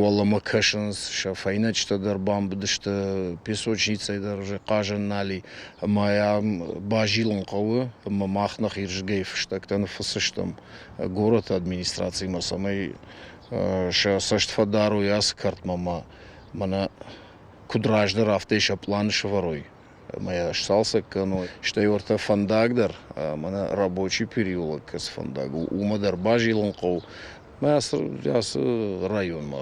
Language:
Ossetic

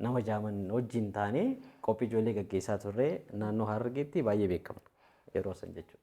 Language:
Oromo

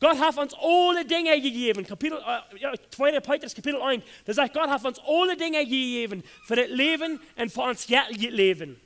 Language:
Plautdietsch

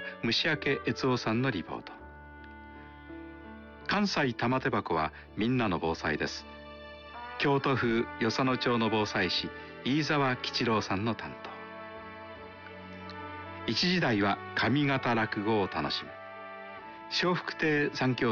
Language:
Japanese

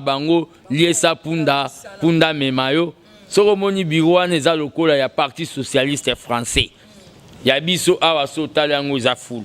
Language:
Lingala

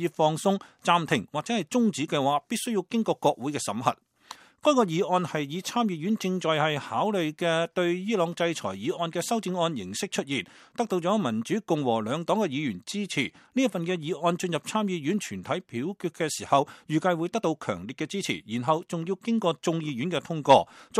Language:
Cantonese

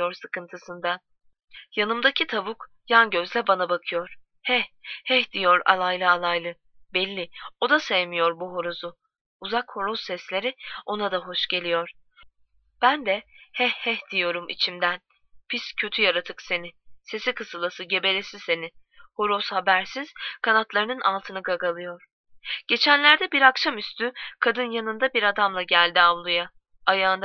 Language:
Turkish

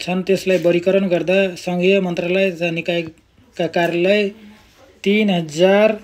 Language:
Nepali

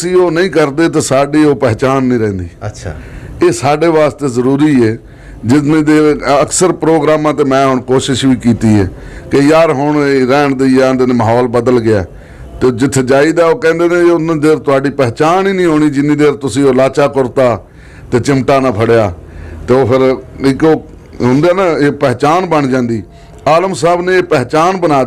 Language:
Western Panjabi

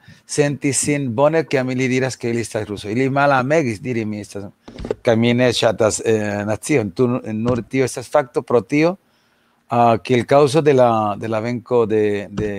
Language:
Esperanto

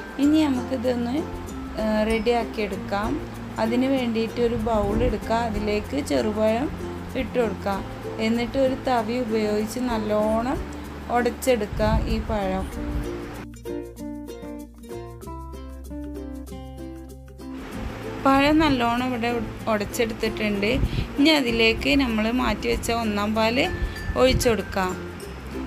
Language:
Malayalam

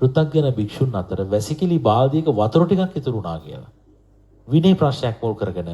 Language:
Sinhala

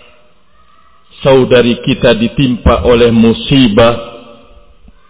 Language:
Indonesian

